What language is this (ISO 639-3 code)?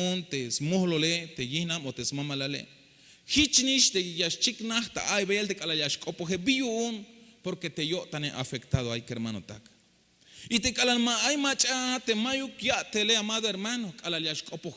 tzh